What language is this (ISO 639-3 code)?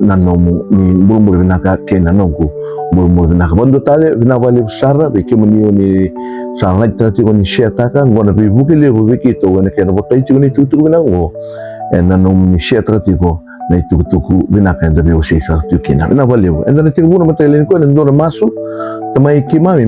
fij